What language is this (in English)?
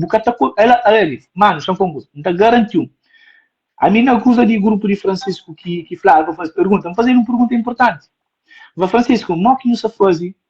Kabuverdianu